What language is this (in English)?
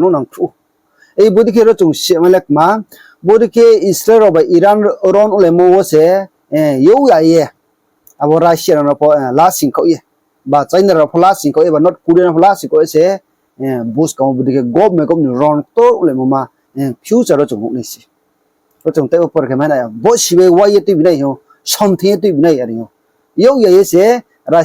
Riang (India)